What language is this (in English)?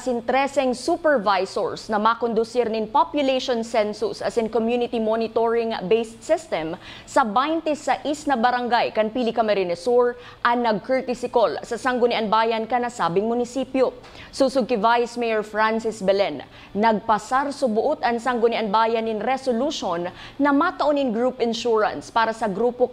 Bikol